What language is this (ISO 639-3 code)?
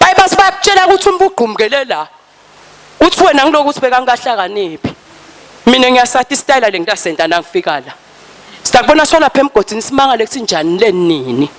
ssw